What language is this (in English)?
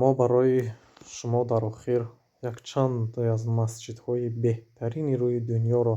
Tajik